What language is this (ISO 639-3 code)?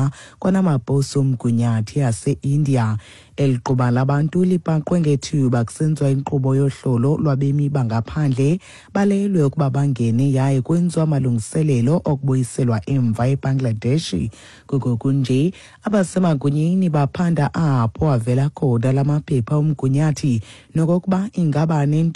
xho